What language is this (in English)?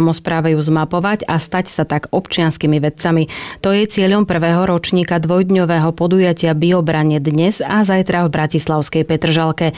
Slovak